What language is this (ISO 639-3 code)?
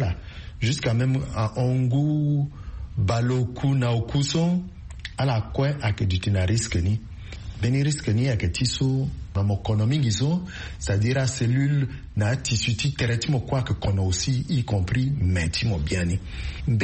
sag